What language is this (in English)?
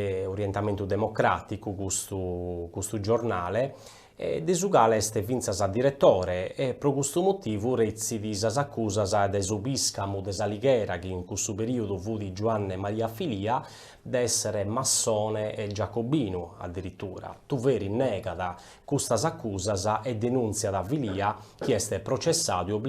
Sardinian